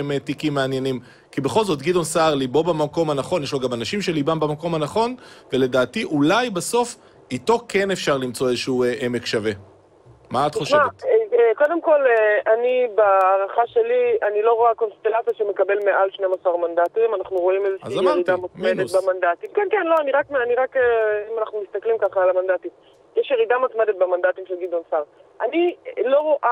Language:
Hebrew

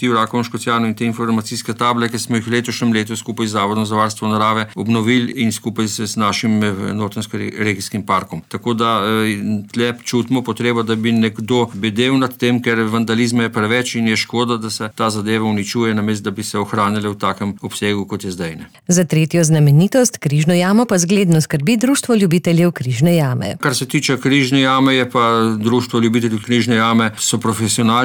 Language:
Slovenian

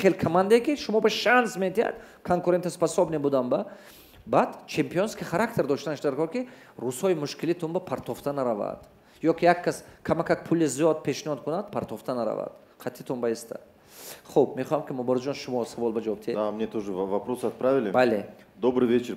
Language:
Tajik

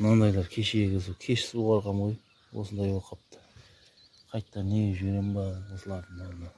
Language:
Kazakh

